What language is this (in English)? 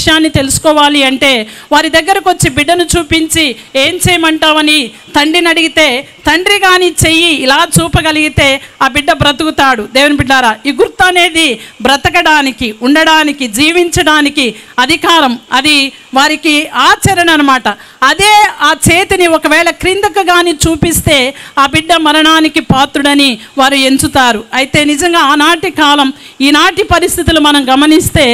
Telugu